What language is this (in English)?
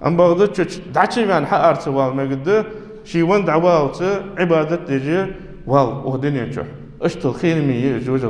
Ingush